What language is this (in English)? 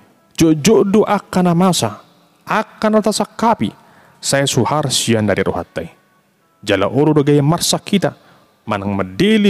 Batak Toba